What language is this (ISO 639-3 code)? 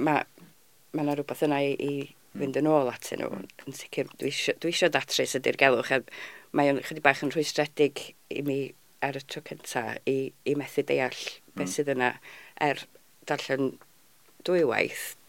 cym